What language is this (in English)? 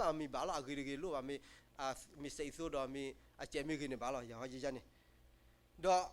S'gaw Karen